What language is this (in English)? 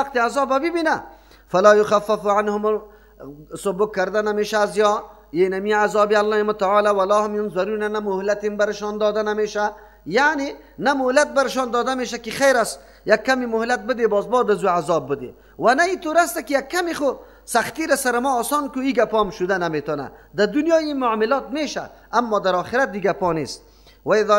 Persian